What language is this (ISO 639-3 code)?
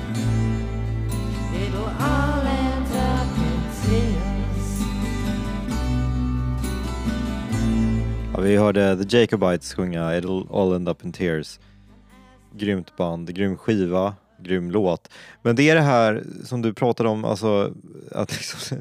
swe